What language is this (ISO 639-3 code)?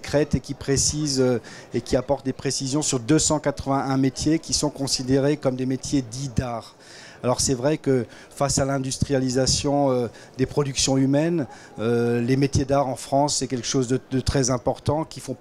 fra